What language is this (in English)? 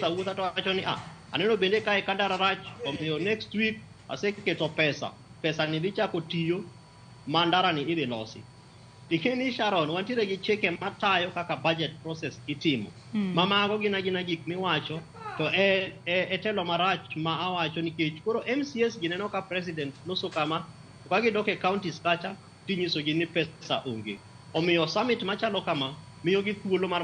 Luo (Kenya and Tanzania)